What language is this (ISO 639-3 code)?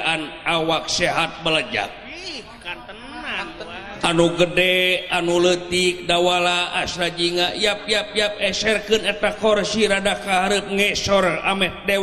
sun